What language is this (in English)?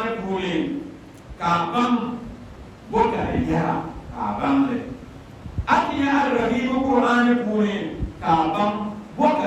Dagbani